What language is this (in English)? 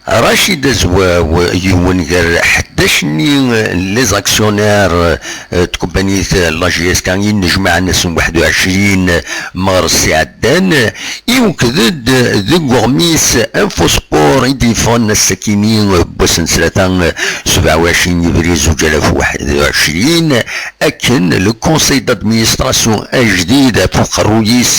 Kabyle